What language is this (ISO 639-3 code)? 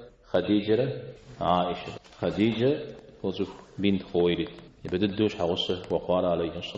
kbd